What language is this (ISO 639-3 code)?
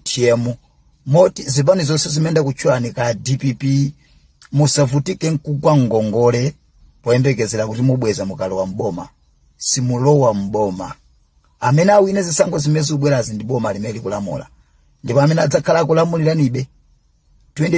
nya